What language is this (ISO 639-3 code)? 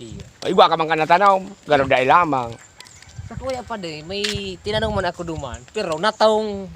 bik